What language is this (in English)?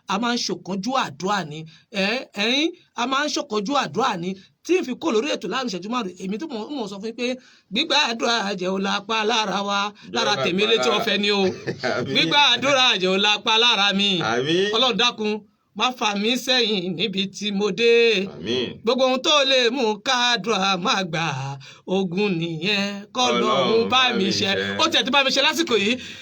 Yoruba